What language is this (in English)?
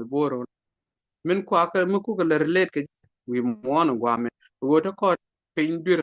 Nuer